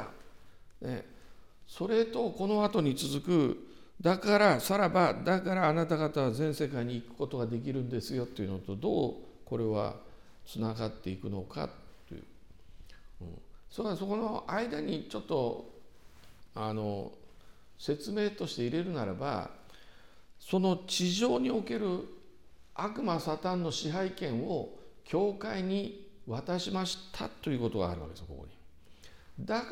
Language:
Japanese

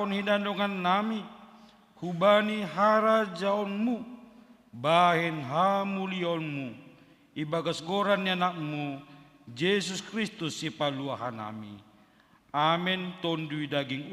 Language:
Batak Simalungun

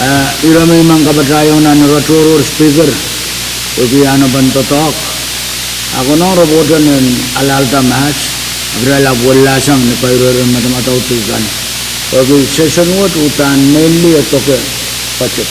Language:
Pohnpeian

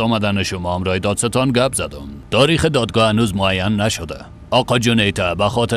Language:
Persian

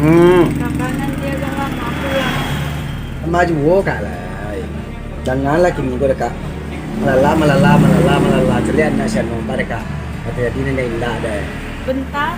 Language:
Minangkabau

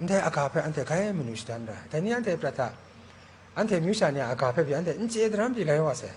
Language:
Kachin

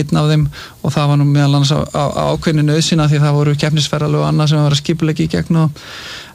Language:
Icelandic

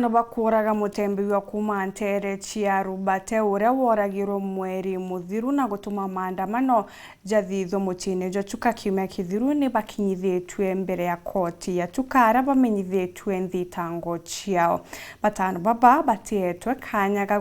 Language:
Meru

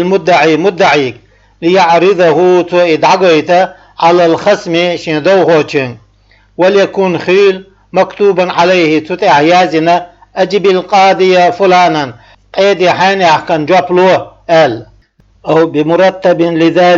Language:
Chechen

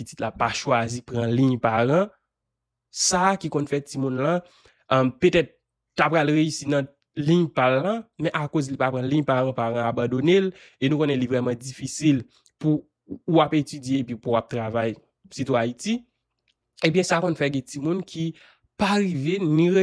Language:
Haitian Creole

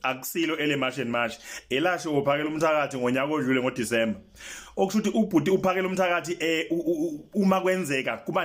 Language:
Zulu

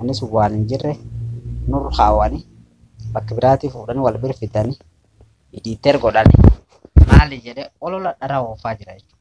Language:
Oromo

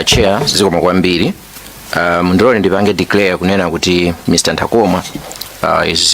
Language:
Nyanja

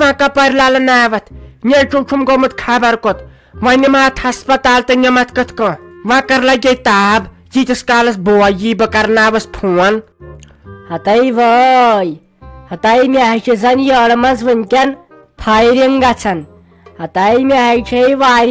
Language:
Kashmiri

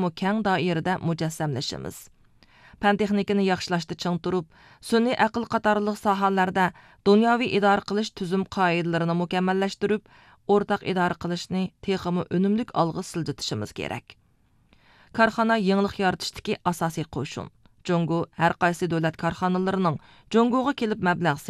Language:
Uyghur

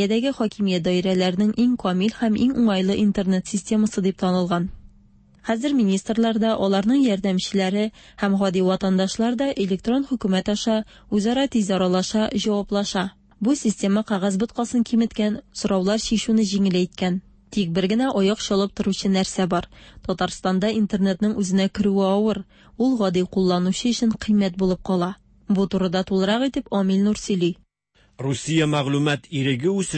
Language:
Tatar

